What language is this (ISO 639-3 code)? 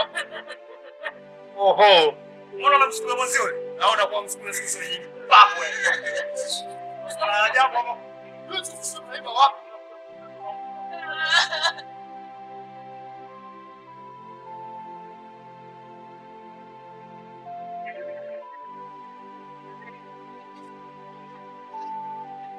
swa